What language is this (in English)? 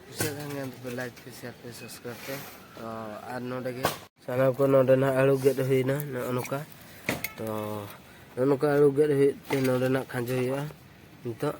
Santali